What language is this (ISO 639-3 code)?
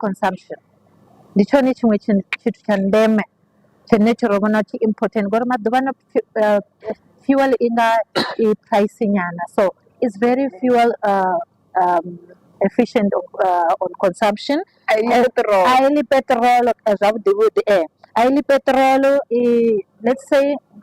ven